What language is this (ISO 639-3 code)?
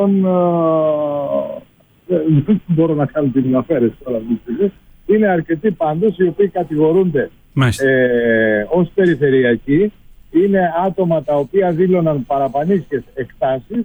ell